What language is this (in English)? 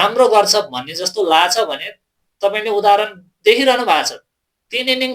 Nepali